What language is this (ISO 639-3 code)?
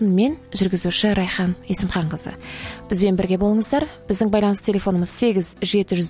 kaz